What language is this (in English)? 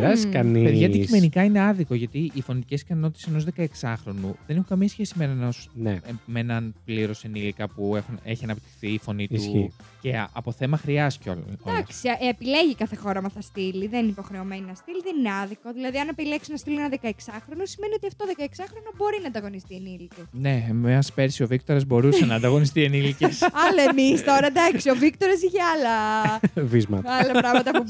Greek